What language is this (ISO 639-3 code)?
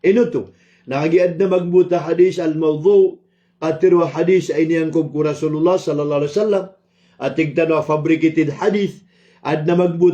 mrw